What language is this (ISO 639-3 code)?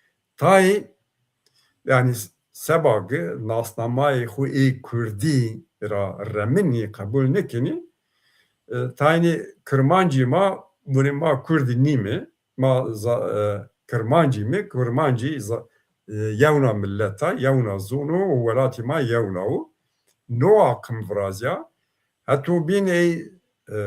zza